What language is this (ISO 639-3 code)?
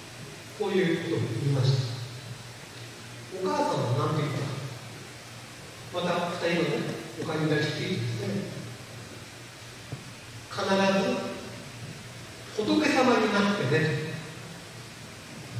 jpn